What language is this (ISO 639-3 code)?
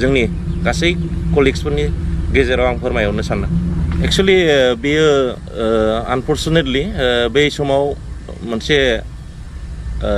brx